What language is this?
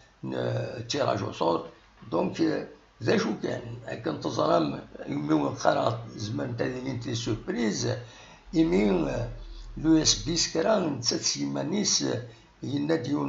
Kabyle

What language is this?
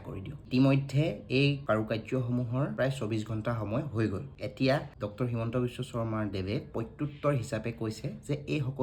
Assamese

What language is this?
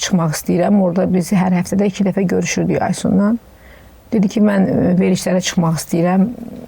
Azerbaijani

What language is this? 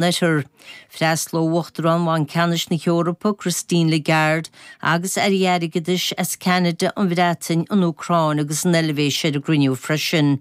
Irish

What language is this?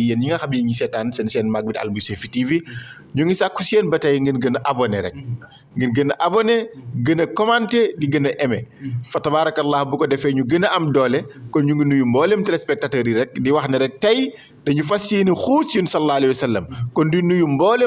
Wolof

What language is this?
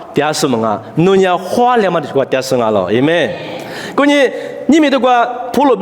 Lisu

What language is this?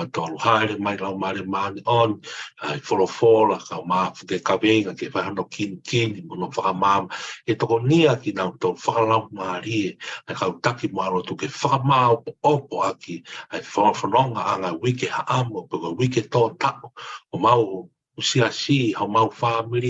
Tongan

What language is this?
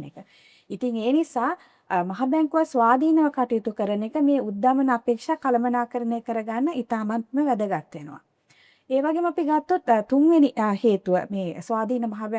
Sinhala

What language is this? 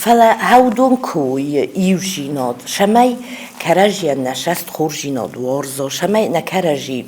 Ossetic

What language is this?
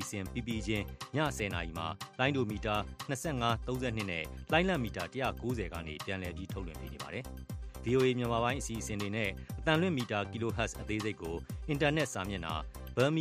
Burmese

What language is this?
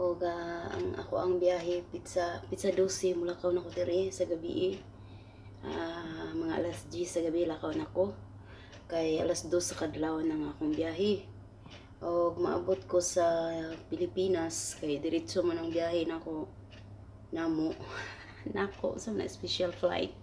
Cebuano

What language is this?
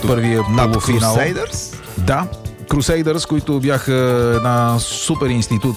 Bulgarian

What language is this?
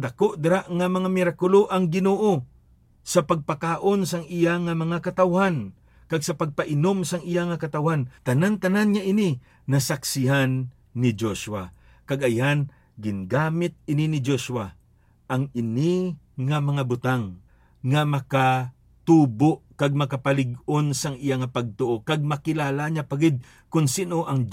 Hiligaynon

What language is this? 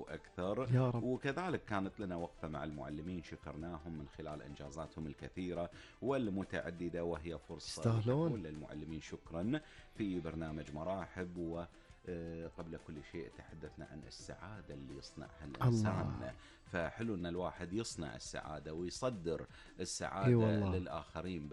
Gulf Arabic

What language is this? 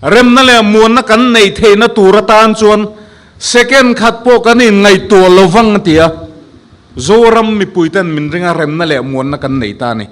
Mizo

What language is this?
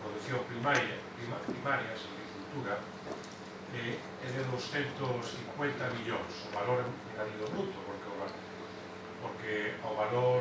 Galician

